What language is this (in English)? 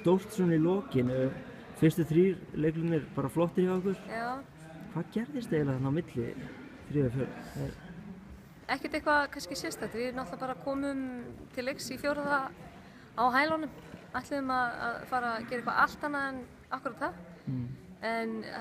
Icelandic